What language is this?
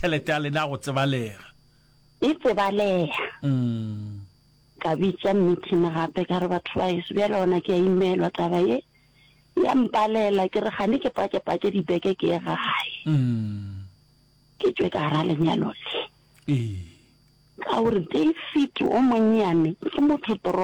Northern Sotho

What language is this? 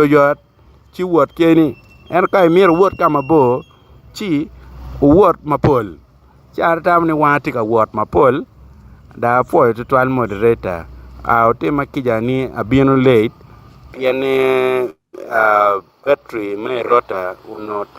Acoli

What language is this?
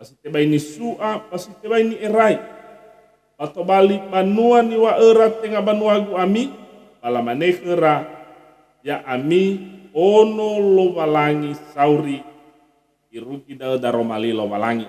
Nias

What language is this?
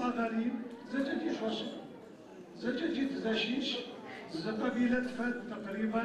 Adyghe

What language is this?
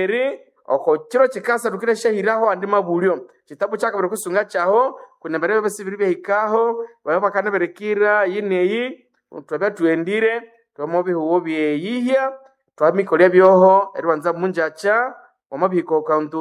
Nande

